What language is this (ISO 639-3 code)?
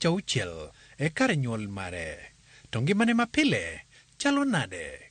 luo